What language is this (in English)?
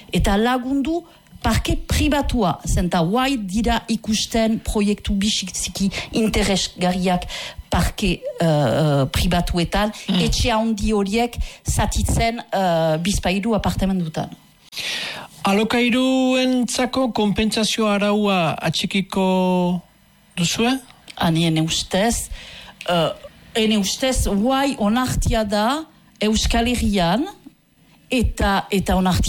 Basque